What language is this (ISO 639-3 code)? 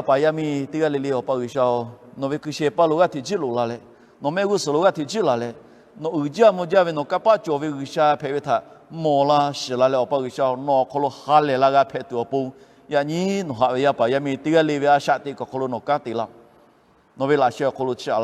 lhu